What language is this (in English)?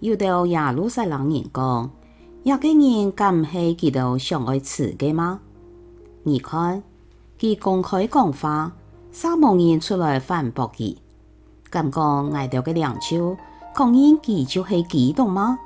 Hakka Chinese